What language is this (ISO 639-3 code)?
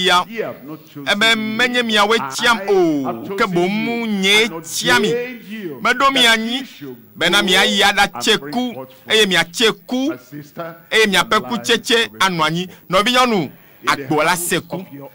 ewe